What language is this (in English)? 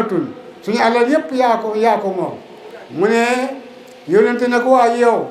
Wolof